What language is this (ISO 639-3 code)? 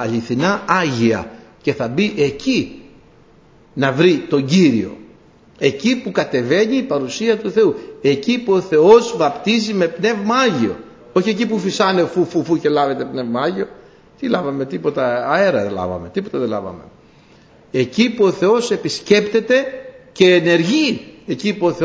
ell